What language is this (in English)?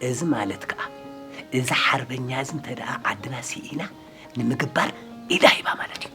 Tigrinya